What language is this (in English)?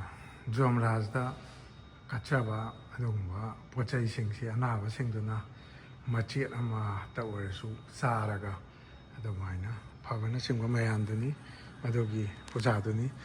Manipuri